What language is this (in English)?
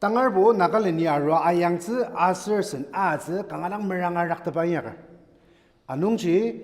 Ao Naga